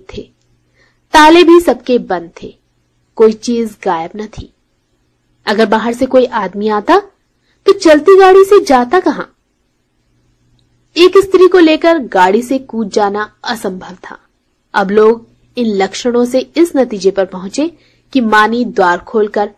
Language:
Hindi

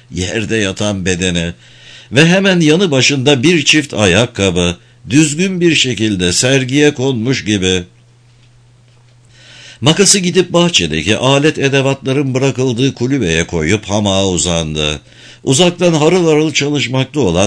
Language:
Turkish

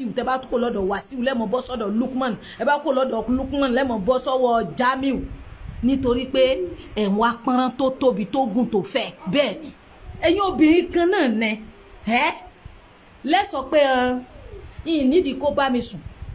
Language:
Yoruba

